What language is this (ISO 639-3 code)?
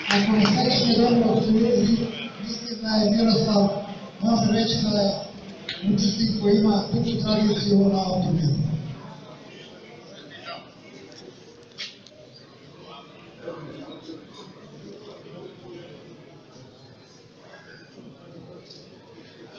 srp